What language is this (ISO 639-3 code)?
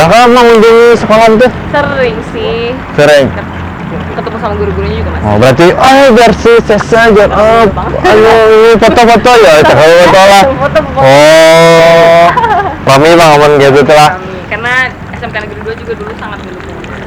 bjn